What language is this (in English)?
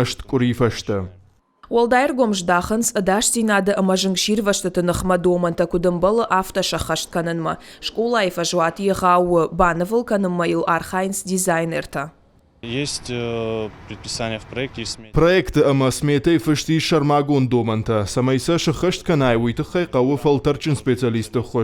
Ossetic